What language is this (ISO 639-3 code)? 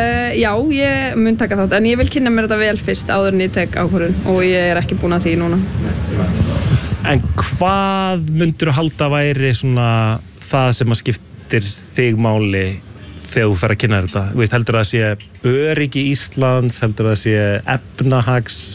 isl